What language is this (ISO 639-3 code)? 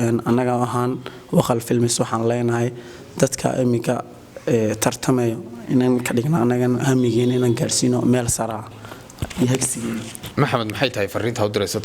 som